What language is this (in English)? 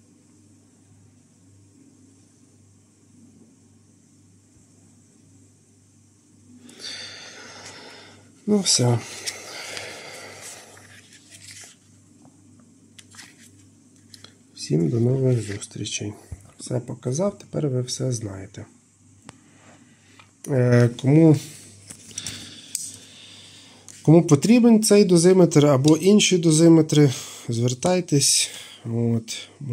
Ukrainian